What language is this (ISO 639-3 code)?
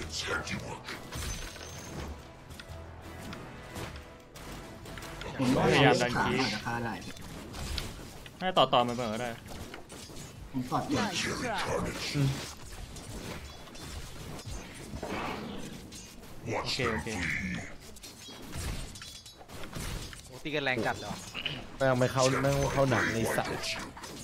tha